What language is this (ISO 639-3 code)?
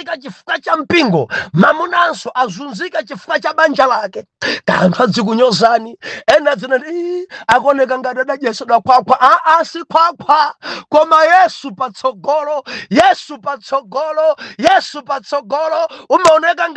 nya